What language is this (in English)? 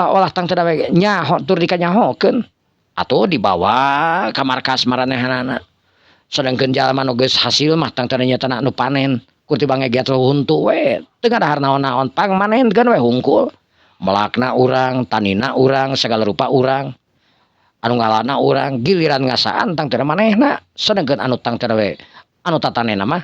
Sundanese